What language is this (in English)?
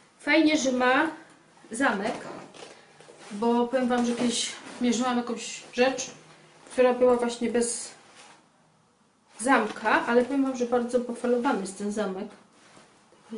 Polish